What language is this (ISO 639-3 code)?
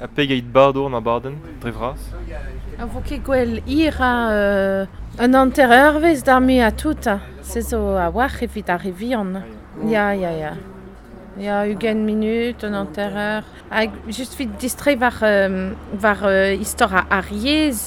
bre